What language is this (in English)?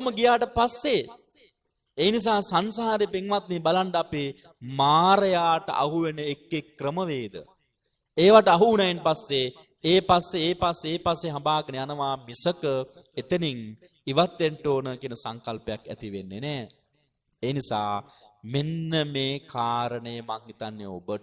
Sinhala